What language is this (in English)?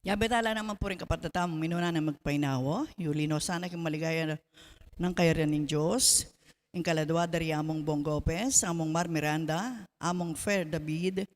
Pampanga